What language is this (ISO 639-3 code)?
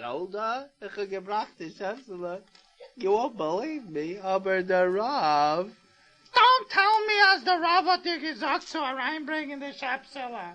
yid